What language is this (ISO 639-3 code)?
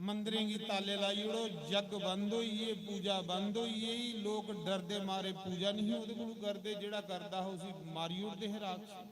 doi